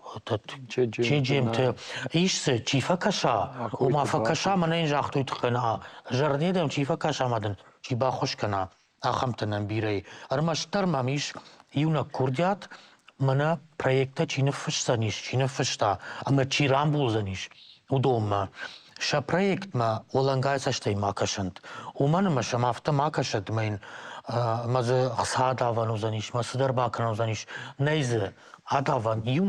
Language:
Ossetic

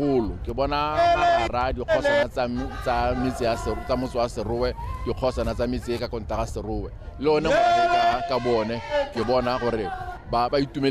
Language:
Tswana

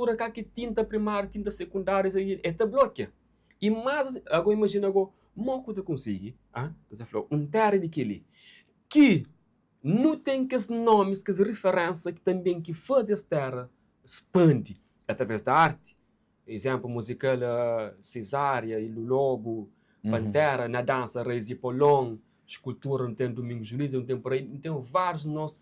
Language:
Kabuverdianu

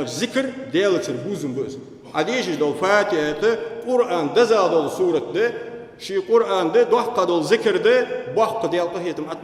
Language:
Ingush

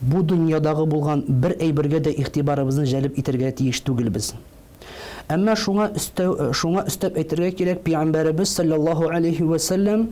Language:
Tatar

